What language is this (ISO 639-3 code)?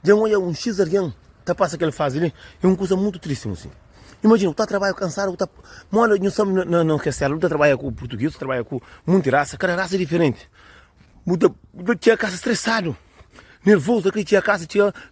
kea